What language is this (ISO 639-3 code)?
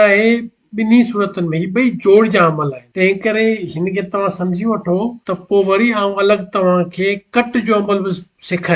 snd